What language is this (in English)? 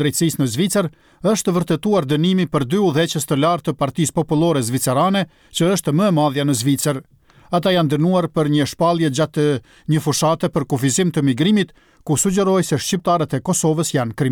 Albanian